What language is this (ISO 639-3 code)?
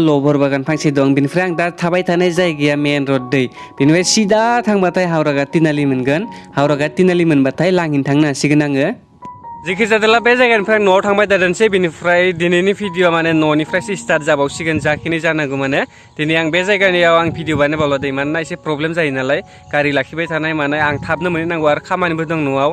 brx